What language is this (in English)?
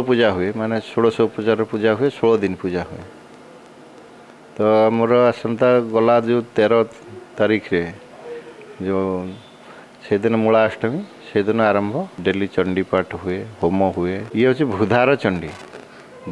Odia